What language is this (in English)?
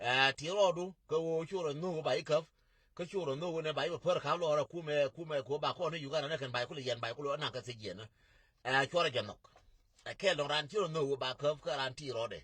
Nuer